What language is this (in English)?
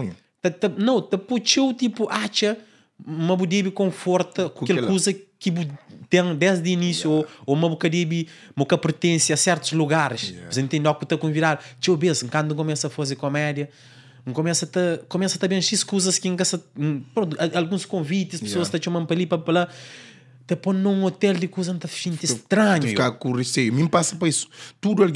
Kabuverdianu